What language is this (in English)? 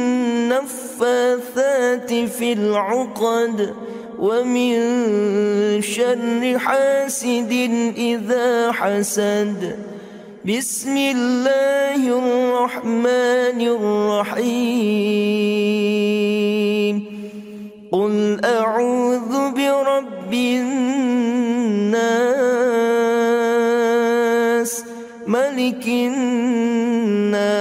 Arabic